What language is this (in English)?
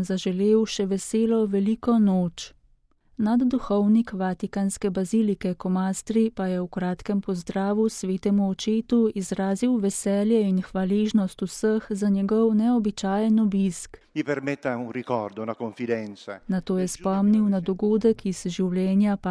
Slovenian